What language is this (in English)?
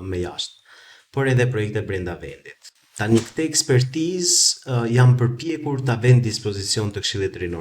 Albanian